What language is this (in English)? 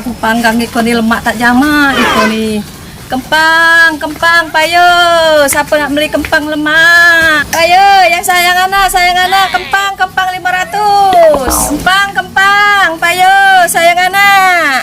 Musi